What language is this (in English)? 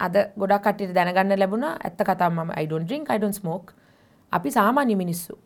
Sinhala